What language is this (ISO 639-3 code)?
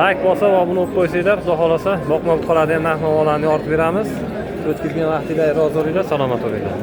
uzb